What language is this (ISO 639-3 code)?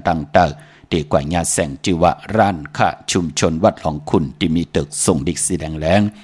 shn